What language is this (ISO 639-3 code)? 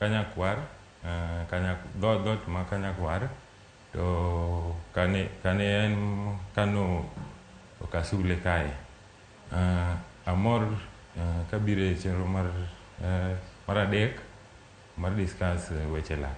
luo